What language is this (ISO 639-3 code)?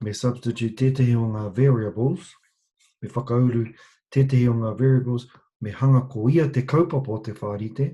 mri